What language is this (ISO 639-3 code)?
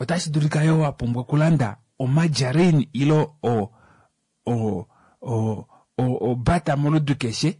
kua